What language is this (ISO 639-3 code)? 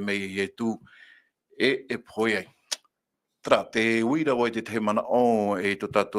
tah